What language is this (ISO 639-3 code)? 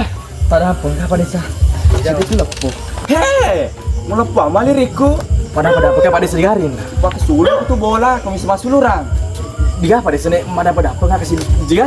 bug